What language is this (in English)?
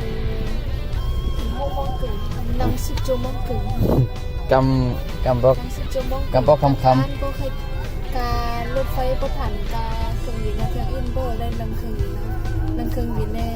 Shan